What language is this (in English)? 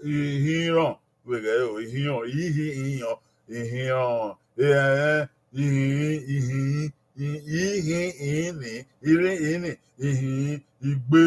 Bini